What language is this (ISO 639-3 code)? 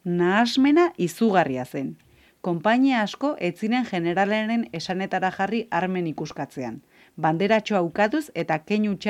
eus